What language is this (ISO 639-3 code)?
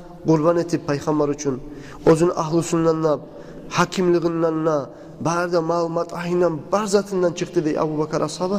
kum